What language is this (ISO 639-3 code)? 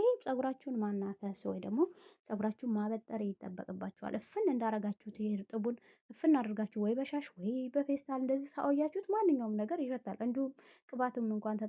amh